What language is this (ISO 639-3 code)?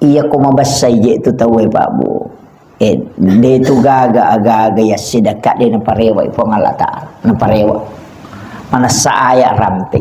bug